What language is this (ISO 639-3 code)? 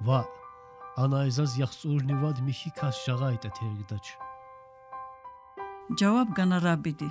lez